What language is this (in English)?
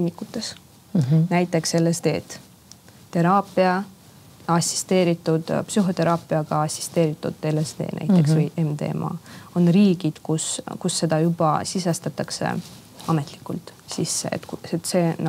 Estonian